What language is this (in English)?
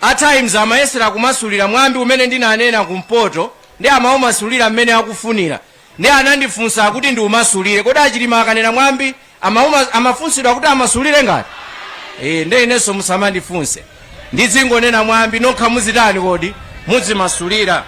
Nyanja